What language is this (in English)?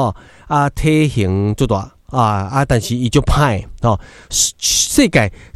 Min Nan Chinese